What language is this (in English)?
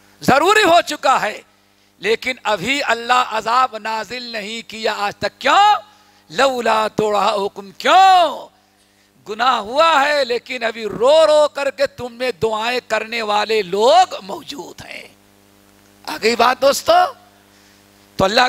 Urdu